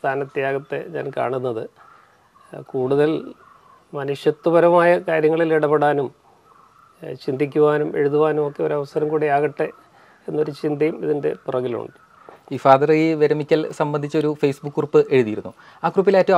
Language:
Malayalam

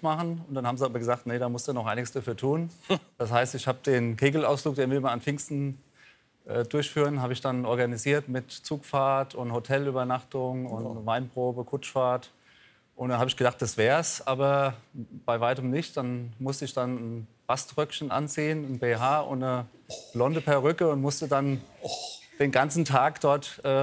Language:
German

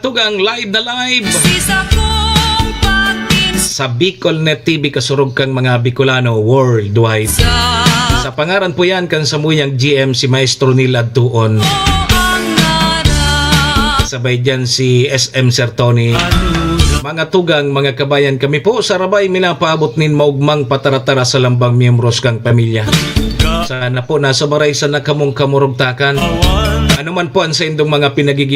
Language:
Bikol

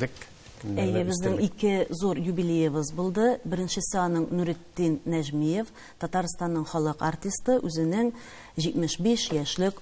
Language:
Tatar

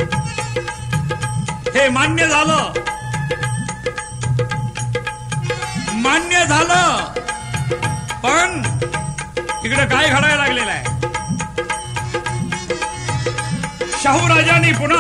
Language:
Marathi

